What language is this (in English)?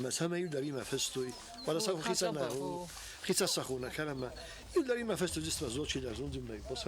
Ossetic